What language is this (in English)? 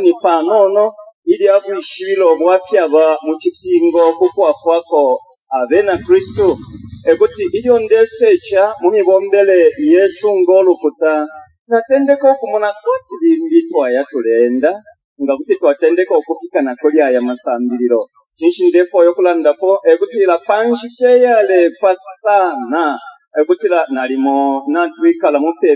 Bemba